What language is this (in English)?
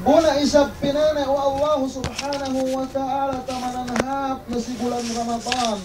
Yakan